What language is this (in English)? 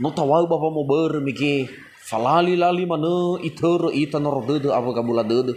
Nias